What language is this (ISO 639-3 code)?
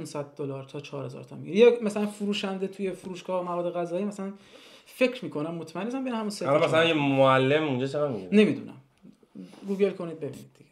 fas